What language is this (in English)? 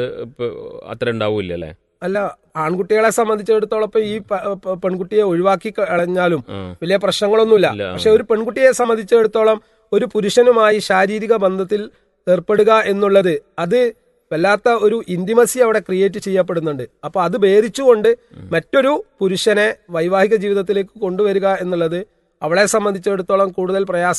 Malayalam